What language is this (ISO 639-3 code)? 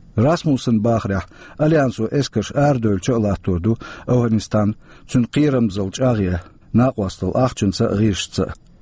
che